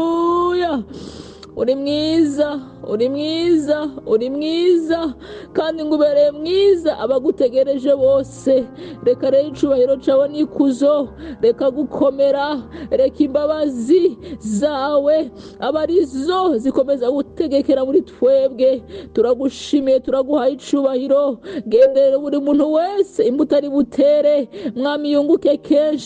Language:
Kinyarwanda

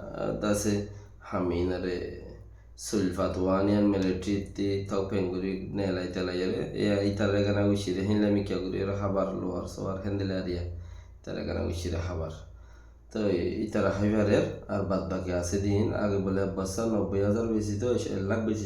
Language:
Rohingya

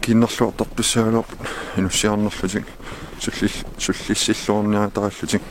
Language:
Kalaallisut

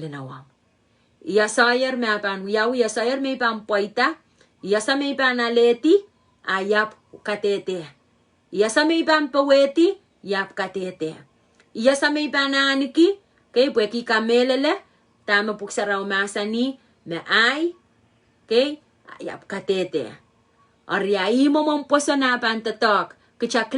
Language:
Pohnpeian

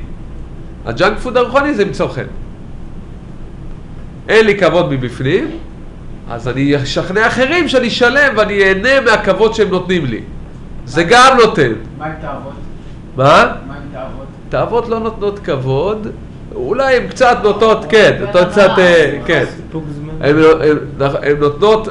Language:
Hebrew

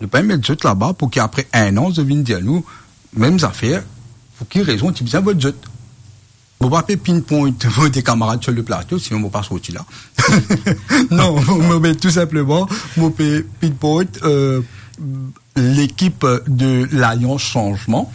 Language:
Morisyen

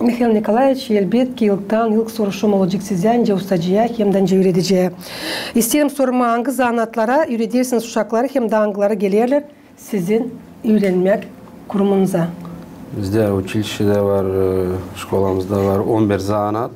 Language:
Gagauz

